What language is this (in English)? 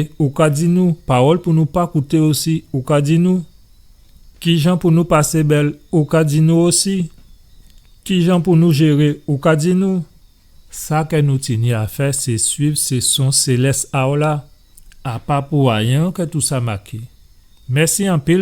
Guadeloupean Creole French